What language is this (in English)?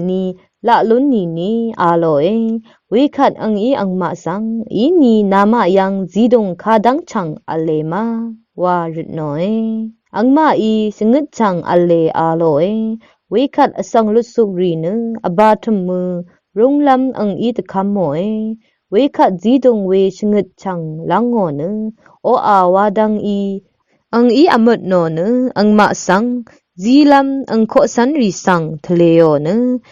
Rawang